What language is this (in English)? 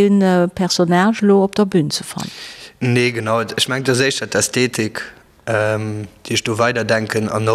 Luxembourgish